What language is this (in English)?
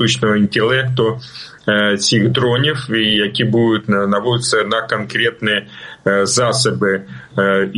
Ukrainian